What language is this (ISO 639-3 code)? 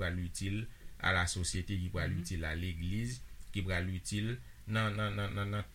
hat